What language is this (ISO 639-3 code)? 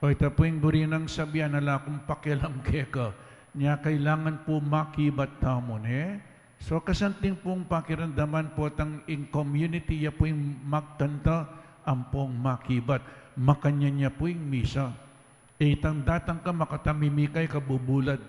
pam